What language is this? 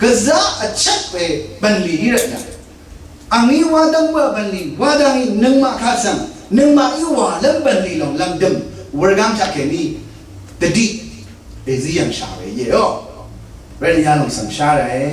Rawang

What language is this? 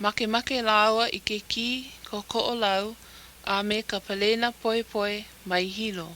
Hawaiian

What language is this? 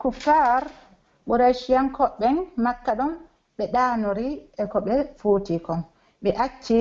Pular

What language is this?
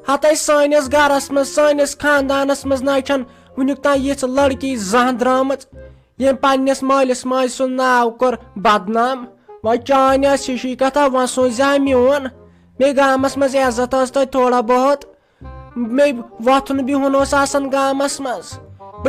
Kashmiri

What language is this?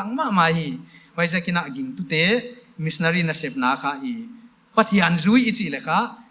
Paite Chin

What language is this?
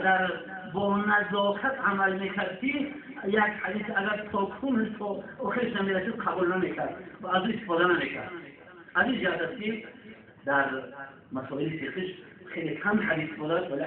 Tajik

